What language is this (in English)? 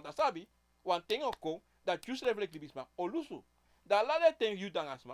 Sranan Tongo